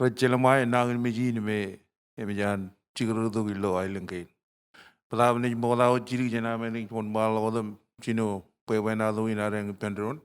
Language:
Marshallese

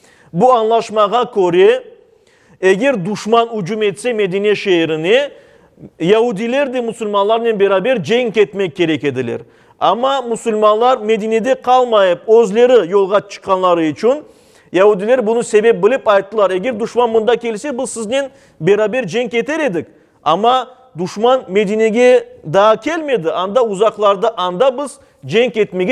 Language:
Crimean Tatar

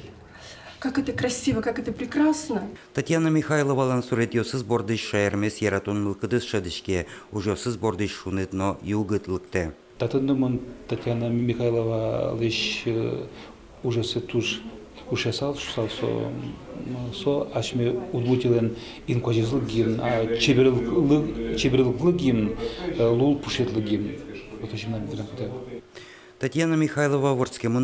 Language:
Udmurt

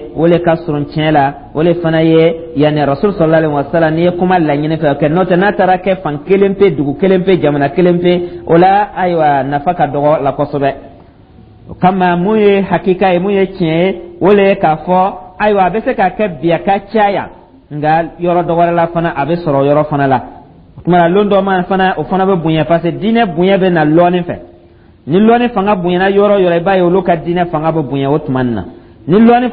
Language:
Dyula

